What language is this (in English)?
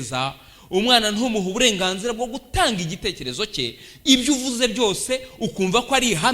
Kinyarwanda